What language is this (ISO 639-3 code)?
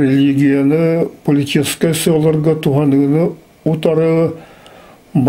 sah